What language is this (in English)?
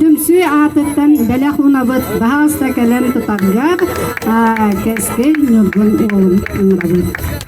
Yakut